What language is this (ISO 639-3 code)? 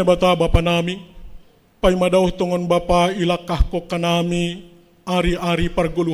bts